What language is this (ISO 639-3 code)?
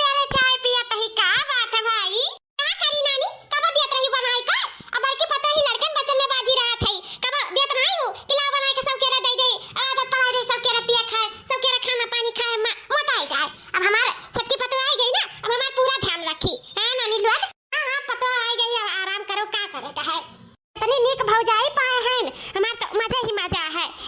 awa